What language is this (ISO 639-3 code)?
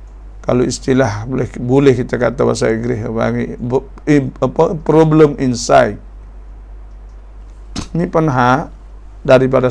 msa